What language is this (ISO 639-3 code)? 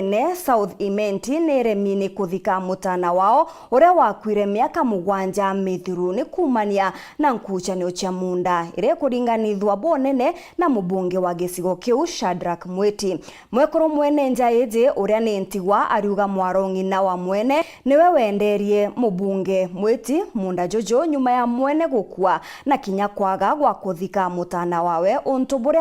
mer